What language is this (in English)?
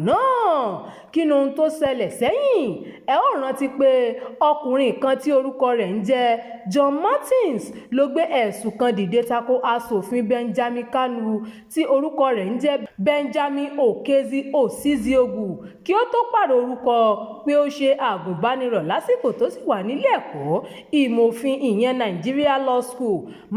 Yoruba